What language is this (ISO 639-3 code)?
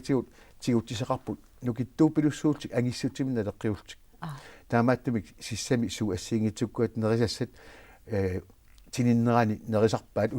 kal